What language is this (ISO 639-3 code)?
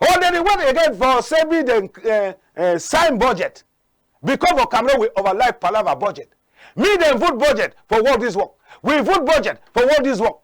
wes